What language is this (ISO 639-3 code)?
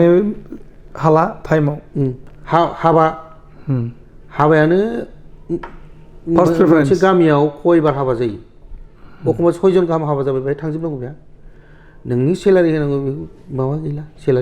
brx